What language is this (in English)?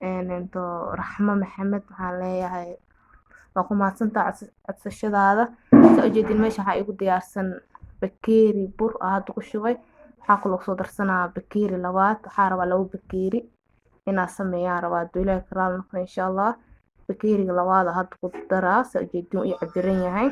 Somali